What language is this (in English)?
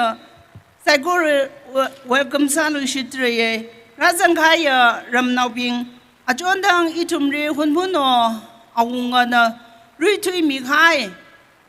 Tangkhul Naga (India)